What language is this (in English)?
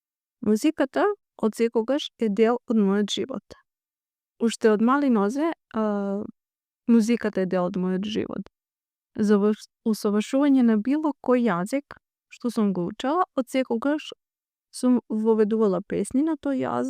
Macedonian